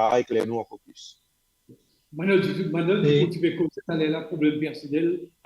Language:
Morisyen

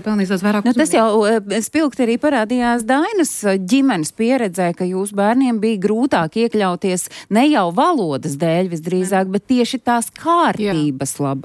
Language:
Latvian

